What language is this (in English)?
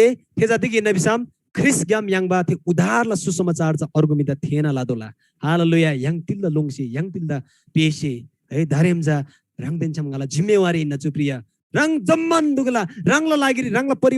Eastern Tamang